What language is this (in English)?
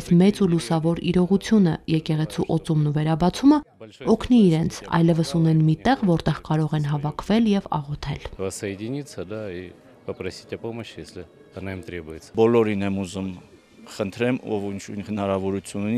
Armenian